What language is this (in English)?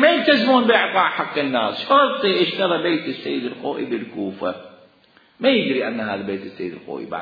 Mesopotamian Arabic